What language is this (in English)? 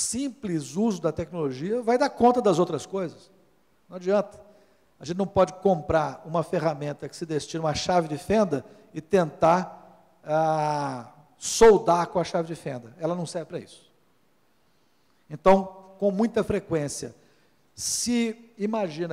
Portuguese